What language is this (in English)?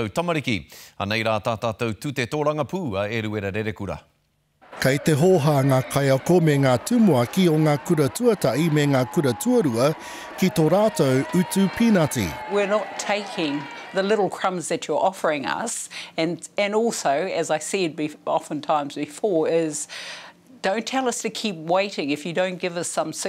Māori